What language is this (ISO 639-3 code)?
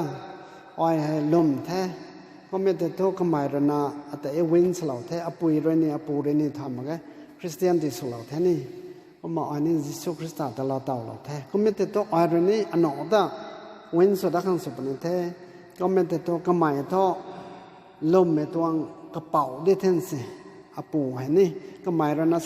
nbu